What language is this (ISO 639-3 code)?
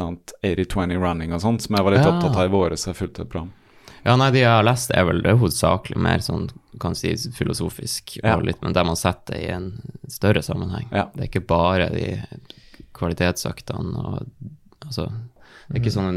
nor